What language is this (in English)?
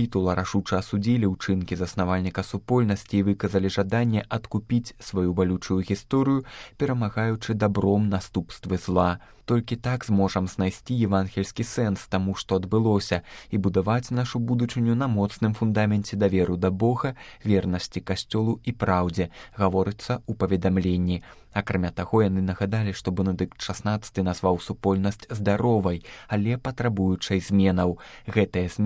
Belarusian